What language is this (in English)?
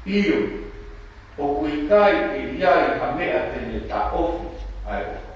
Tongan